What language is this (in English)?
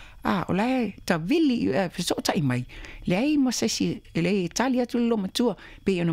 Samoan